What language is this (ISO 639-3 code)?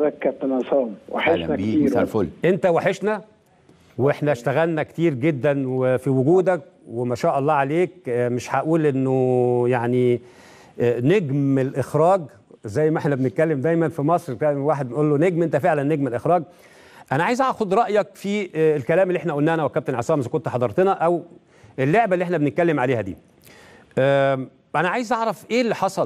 arz